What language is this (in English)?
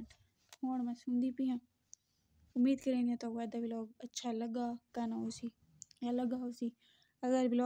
Saraiki